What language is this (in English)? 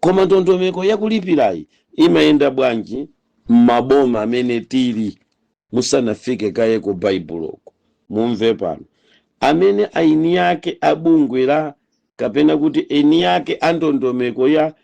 Nyanja